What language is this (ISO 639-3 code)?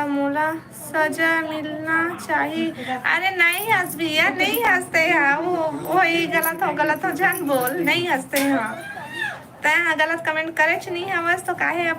hne